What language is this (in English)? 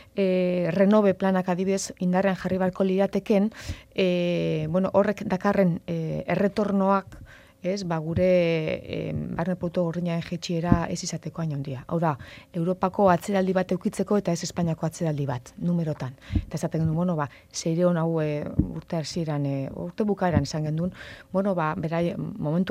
Basque